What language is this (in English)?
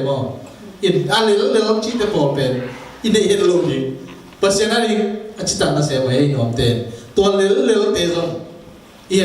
Tedim Chin